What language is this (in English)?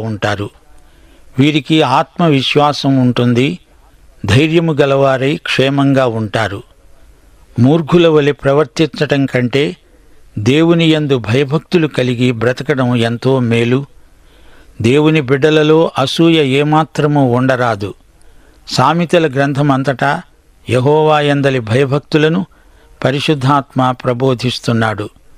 Telugu